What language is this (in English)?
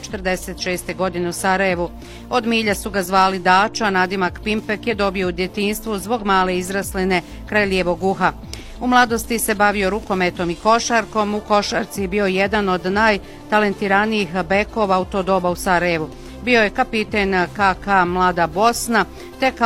Bosnian